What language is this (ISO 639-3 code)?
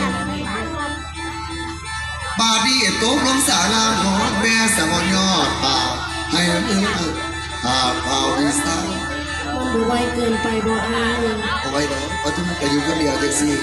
tts